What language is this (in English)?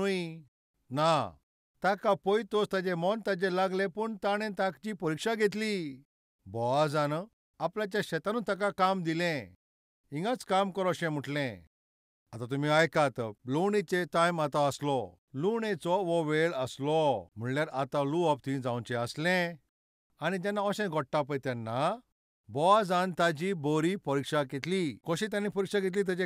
Konkani